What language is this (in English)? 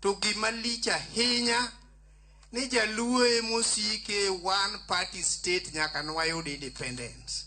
Luo (Kenya and Tanzania)